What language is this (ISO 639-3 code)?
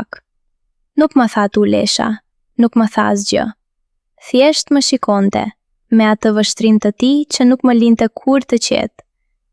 sqi